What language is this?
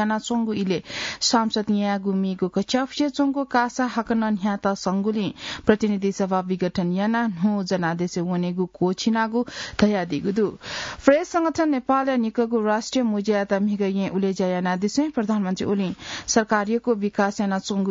Newari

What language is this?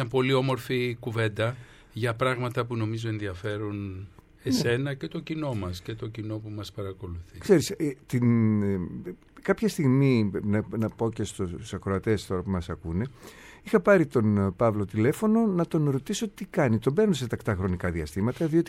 Greek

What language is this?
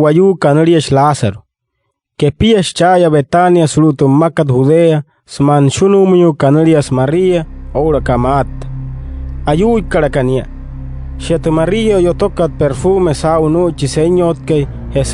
Wayuu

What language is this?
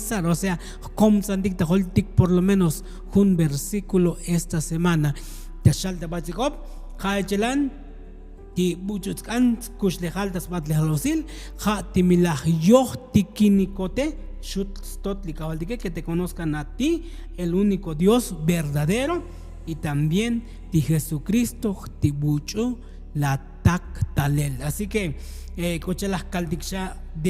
Tzotzil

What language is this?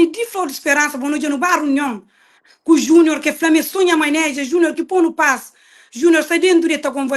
Kabuverdianu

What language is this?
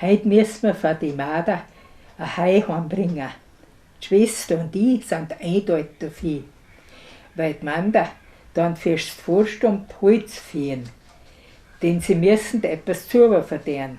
Bavarian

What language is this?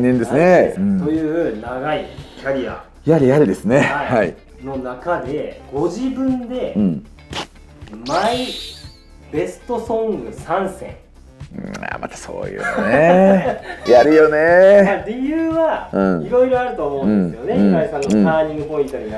Japanese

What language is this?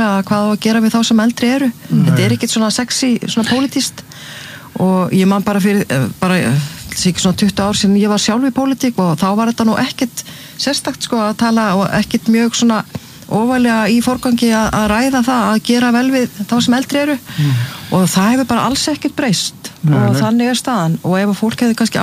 Icelandic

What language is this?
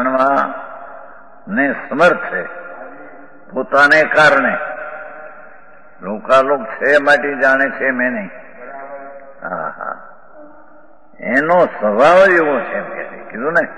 Gujarati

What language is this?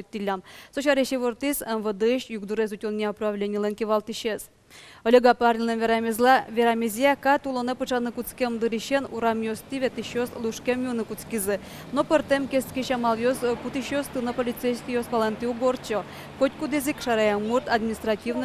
Udmurt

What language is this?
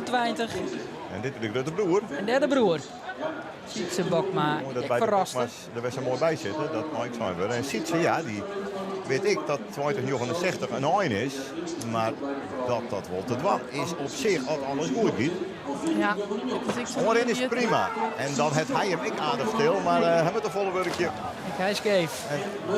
Western Frisian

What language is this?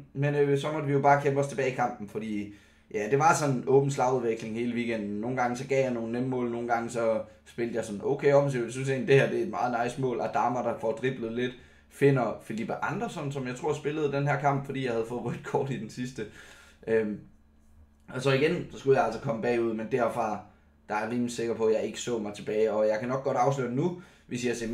Danish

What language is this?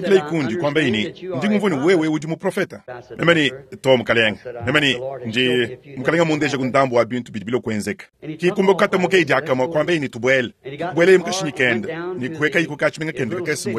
Luba-Lulua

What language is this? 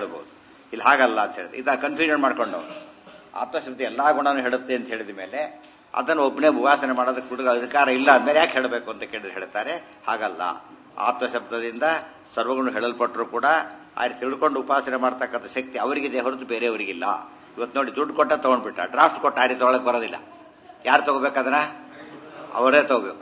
Kannada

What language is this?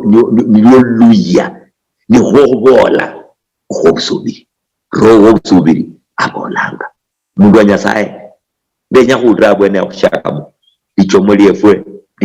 Luyia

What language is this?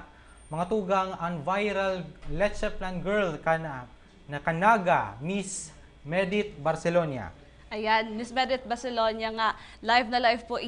Bikol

